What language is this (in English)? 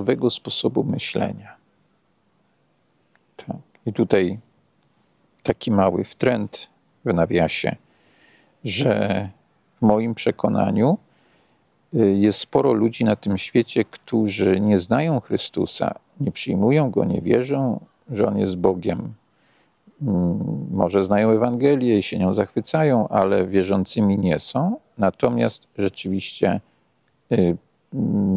Polish